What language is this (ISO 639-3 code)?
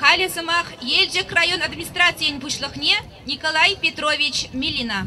chv